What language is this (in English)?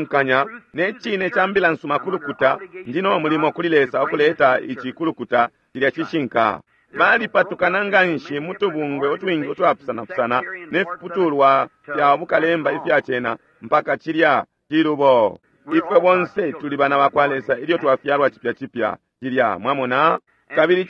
Bemba